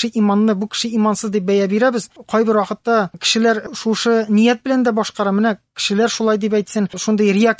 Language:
Tatar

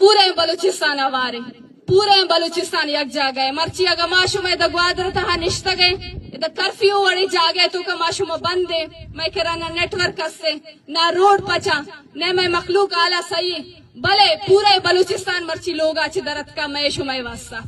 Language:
Eastern Balochi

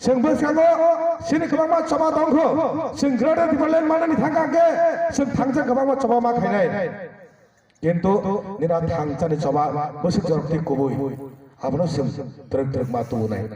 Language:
Kok Borok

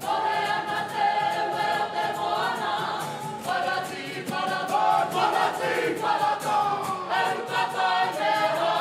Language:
Māori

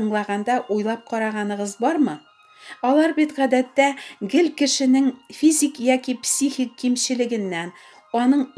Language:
Tatar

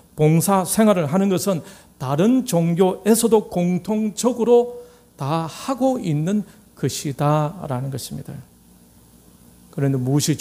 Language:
Korean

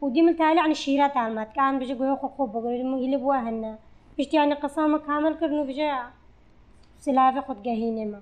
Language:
North Levantine Arabic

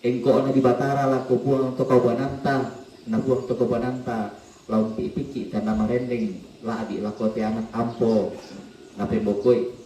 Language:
Toraja-Sa'dan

